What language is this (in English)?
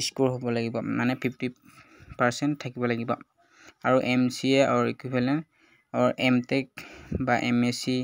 Assamese